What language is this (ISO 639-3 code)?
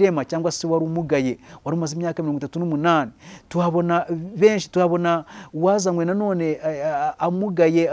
kin